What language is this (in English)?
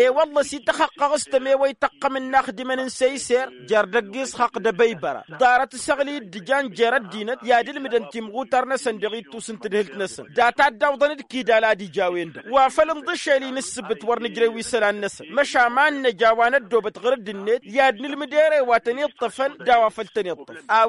Tamasheq